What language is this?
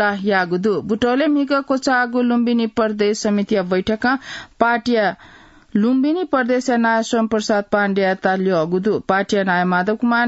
Newari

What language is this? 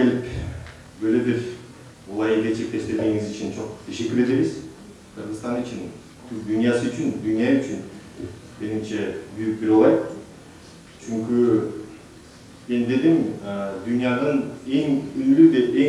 Turkish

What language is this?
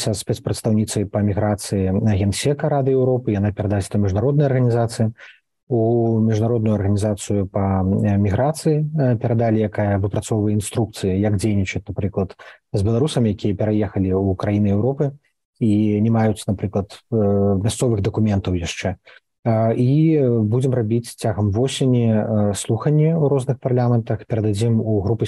Belarusian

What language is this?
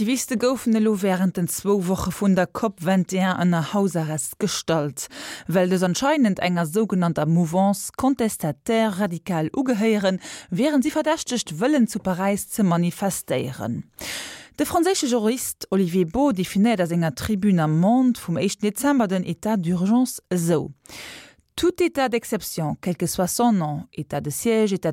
Luxembourgish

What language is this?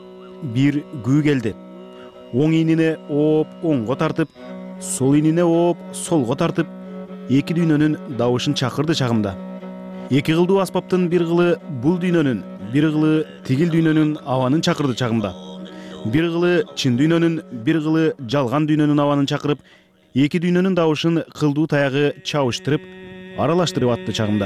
Kyrgyz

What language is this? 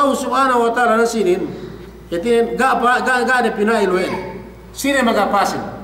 Yakan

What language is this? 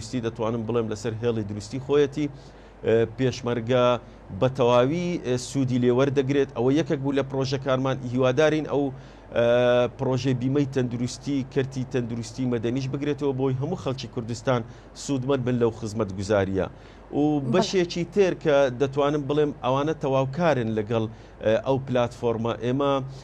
Central Kurdish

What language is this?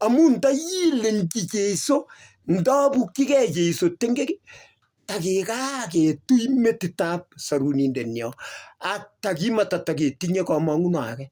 Kalenjin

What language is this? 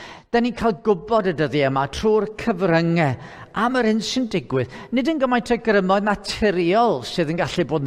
Welsh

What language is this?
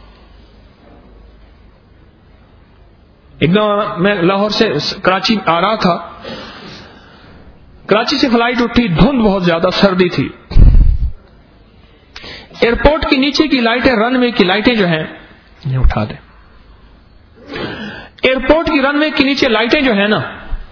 Urdu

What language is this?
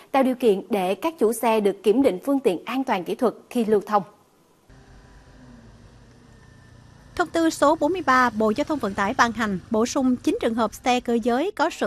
Vietnamese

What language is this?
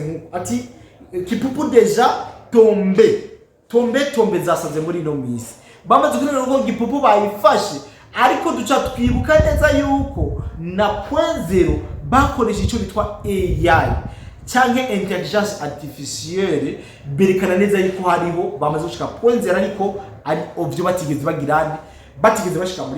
Rundi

